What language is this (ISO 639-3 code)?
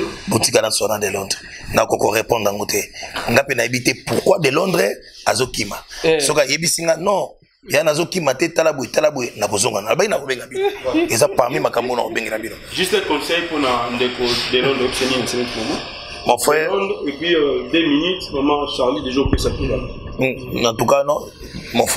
lin